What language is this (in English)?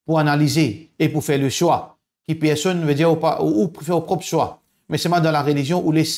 Morisyen